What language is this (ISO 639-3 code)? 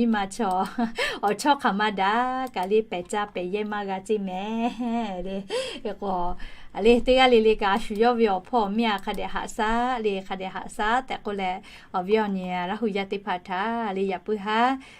lhu